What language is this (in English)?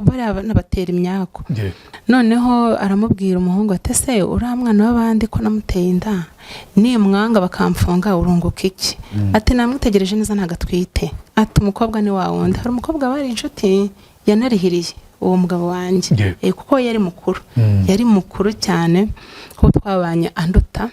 Kinyarwanda